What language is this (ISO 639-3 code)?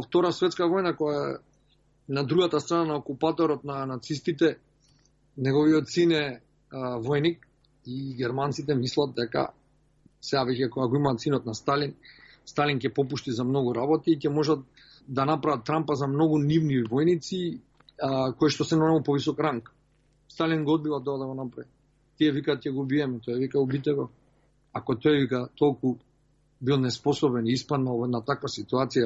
mkd